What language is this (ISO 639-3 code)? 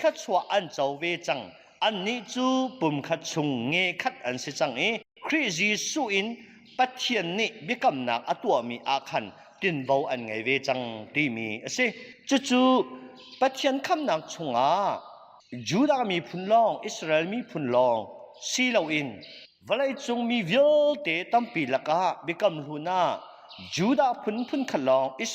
cnh